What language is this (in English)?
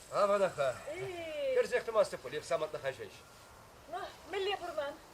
Chuvash